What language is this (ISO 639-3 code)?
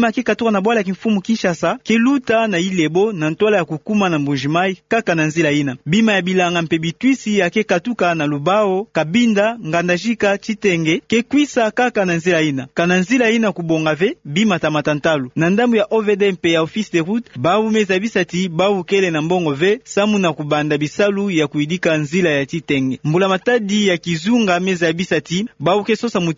ktu